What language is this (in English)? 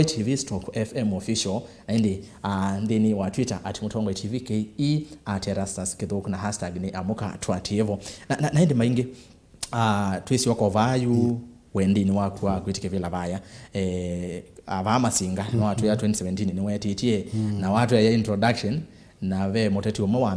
Kamba